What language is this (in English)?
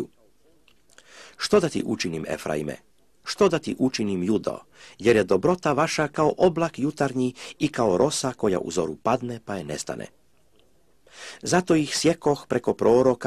Croatian